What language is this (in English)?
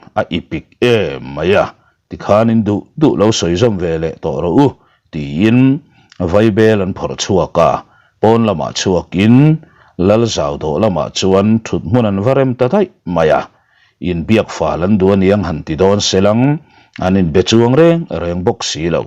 Mizo